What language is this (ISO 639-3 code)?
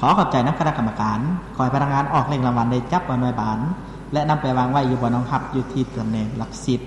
lao